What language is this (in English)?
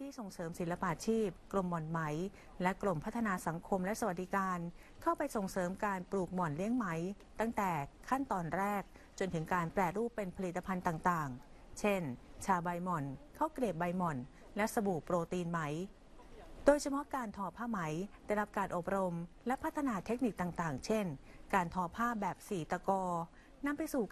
Thai